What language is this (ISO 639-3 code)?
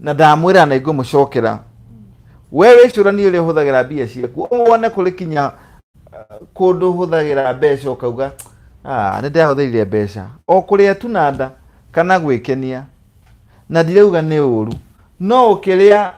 kik